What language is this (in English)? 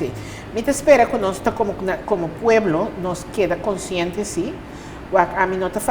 Papiamento